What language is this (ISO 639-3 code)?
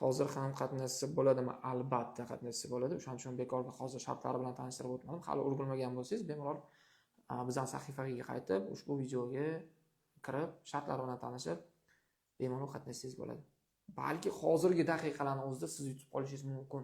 uzb